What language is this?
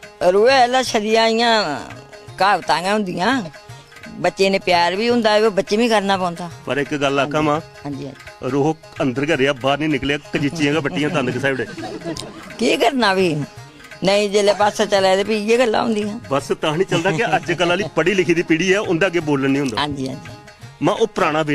Dogri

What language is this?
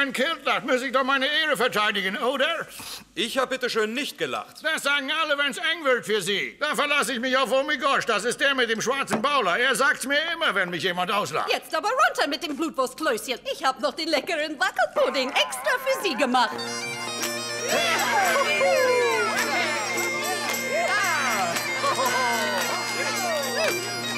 German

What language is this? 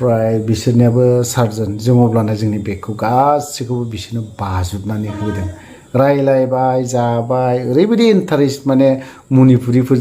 Bodo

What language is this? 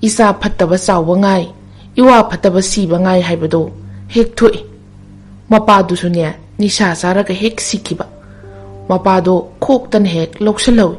Manipuri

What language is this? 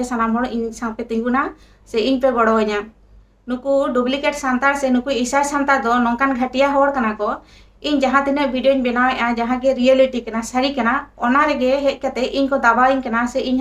Santali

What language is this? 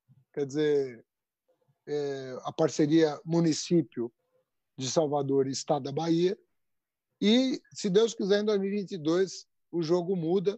Portuguese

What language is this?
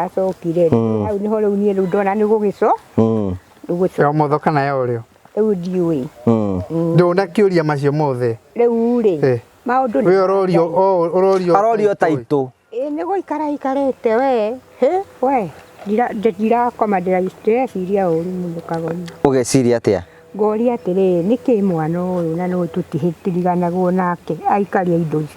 Kikuyu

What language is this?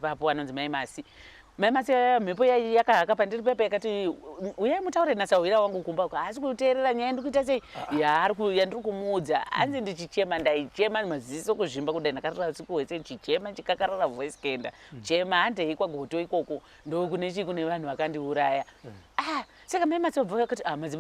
Shona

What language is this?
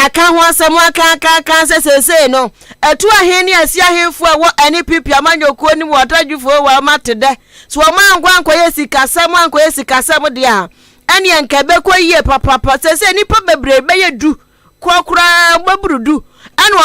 Akan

